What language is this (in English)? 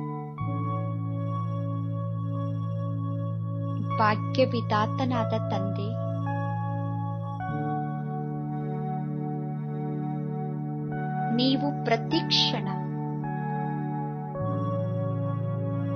Kannada